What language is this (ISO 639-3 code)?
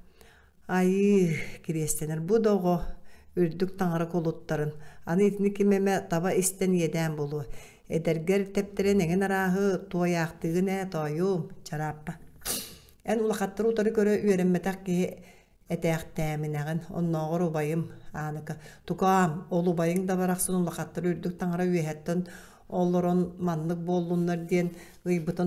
sah